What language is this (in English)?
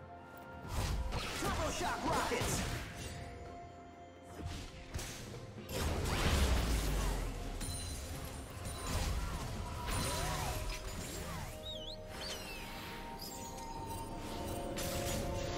English